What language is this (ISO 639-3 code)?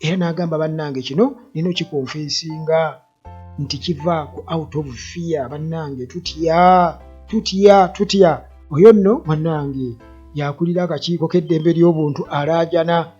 lug